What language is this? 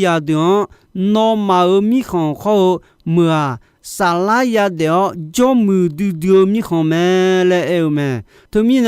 Akha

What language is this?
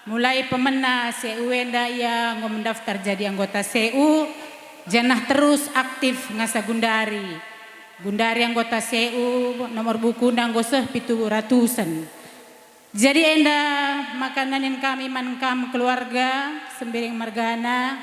Batak Karo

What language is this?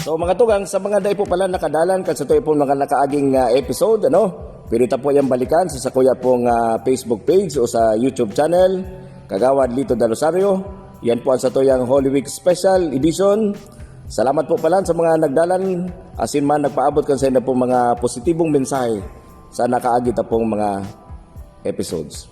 Bikol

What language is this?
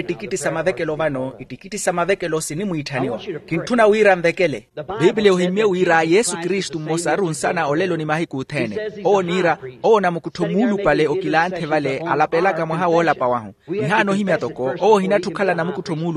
Makhuwa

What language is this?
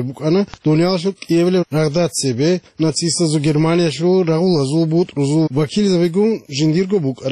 Avaric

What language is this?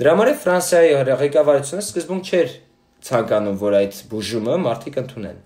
Armenian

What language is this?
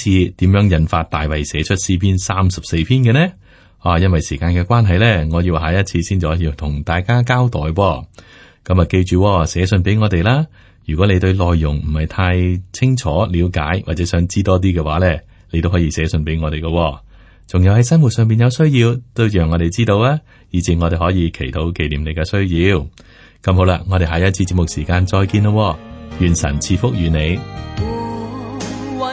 Cantonese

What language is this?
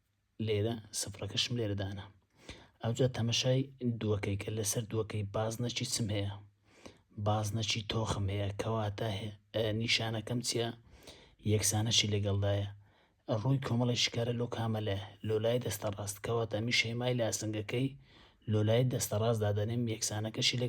Central Kurdish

